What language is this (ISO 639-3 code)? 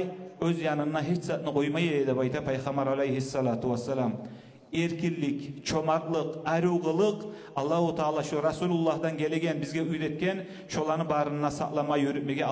kum